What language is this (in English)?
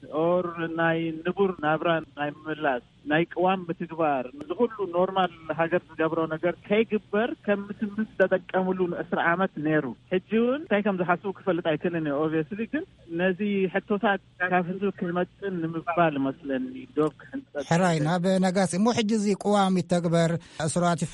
Tigrinya